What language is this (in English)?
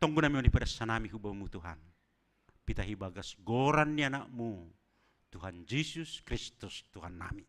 Batak Simalungun